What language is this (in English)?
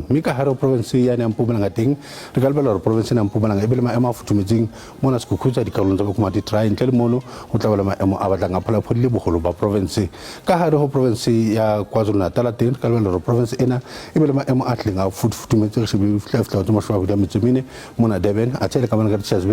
Southern Sotho